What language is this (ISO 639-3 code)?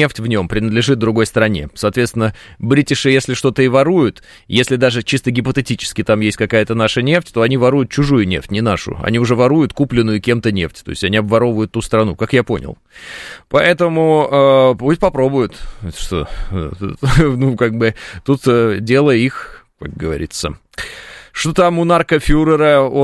rus